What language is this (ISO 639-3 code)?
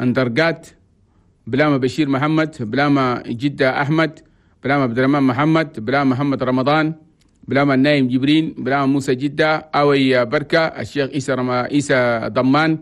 shu